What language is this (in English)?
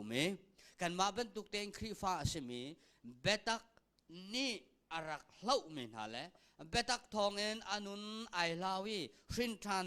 Hakha Chin